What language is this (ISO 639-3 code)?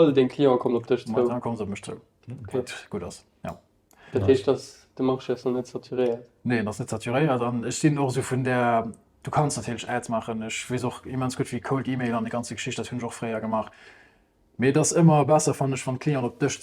ltz